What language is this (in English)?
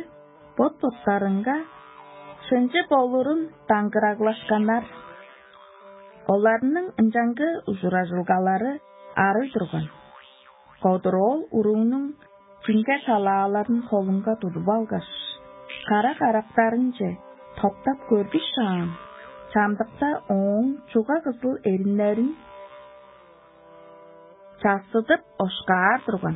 Tuvinian